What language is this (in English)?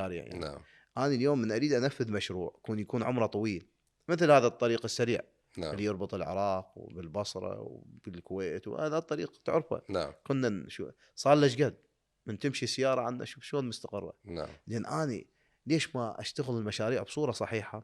Mesopotamian Arabic